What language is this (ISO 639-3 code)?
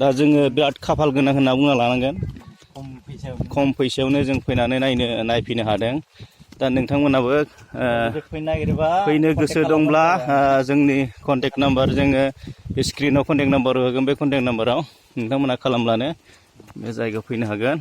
brx